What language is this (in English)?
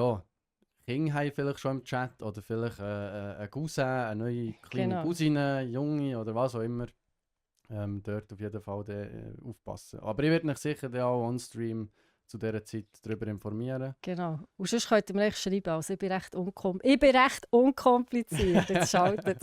Swiss German